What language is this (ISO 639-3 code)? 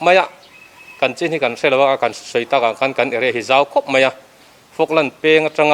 lus